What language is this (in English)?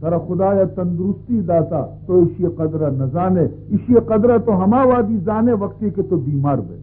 Baluchi